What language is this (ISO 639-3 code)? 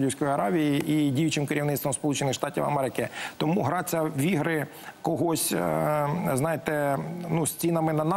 ukr